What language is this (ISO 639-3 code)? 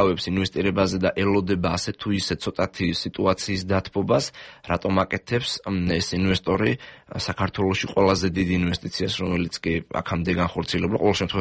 kat